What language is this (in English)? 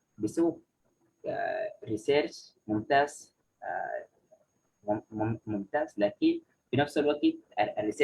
Sudanese Arabic